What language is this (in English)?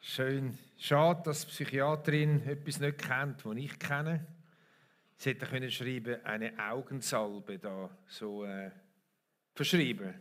Swiss German